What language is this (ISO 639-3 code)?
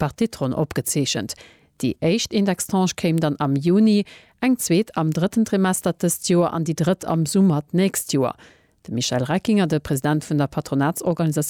ltz